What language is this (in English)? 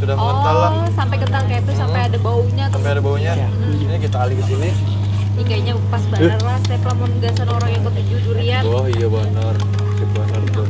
Banjar